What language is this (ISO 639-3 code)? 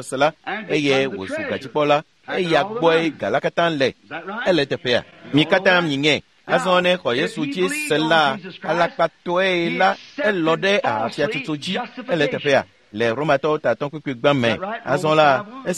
ewe